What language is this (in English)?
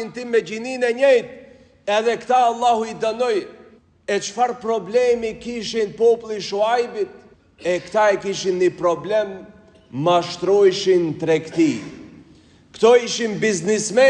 Albanian